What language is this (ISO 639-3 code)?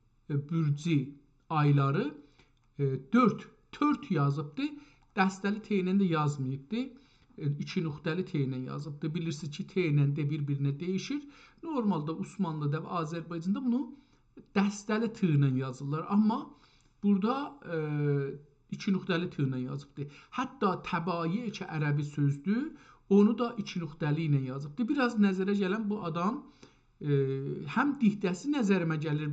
azb